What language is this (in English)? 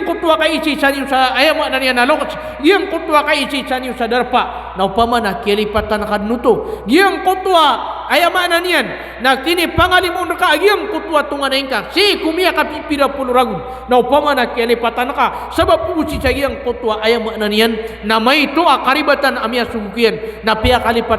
Maranao